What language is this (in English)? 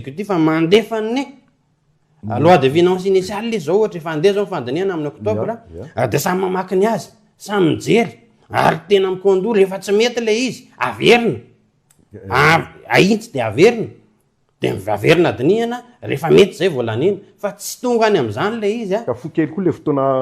Malagasy